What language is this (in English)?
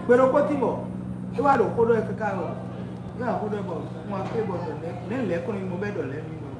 Fon